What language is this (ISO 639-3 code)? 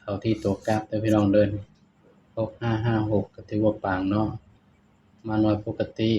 tts